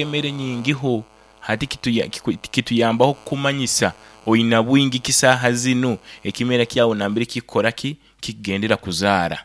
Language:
Nyoro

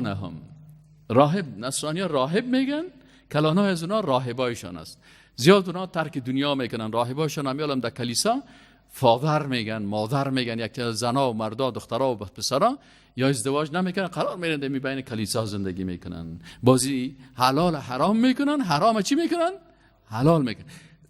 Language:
Persian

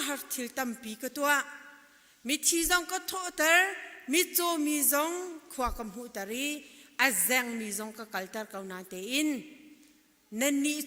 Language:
Hakha Chin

